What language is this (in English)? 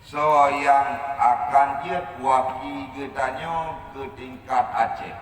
Achinese